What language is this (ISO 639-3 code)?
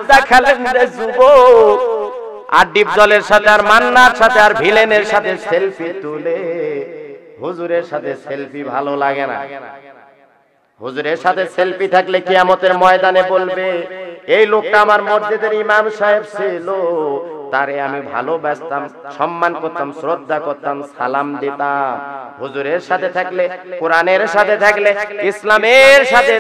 ben